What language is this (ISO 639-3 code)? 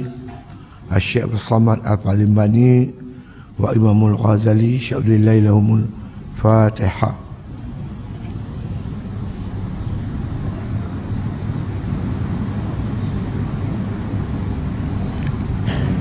msa